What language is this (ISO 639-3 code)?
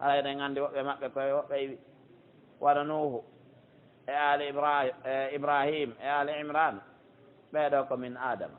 fuf